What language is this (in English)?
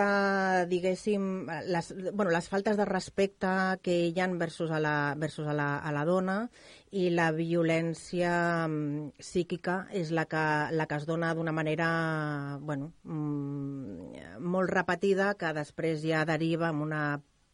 Catalan